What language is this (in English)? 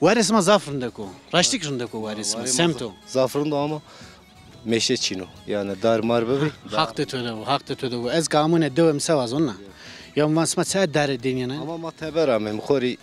Zaza